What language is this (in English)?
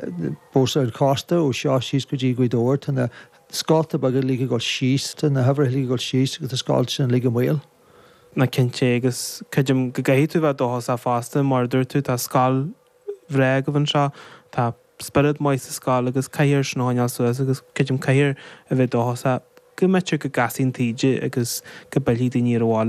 Irish